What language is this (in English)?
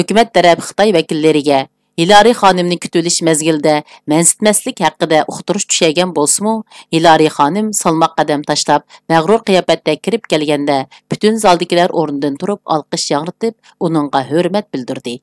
Uyghur